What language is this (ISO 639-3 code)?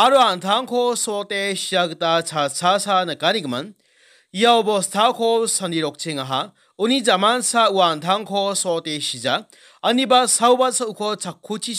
grt